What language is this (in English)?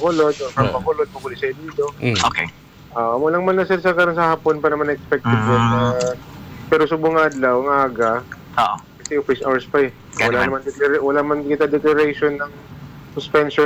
Hiligaynon